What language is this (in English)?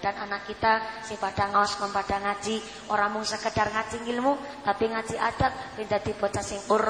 Javanese